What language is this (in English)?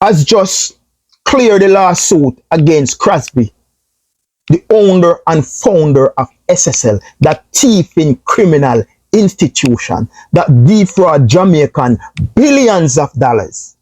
Jamaican Creole English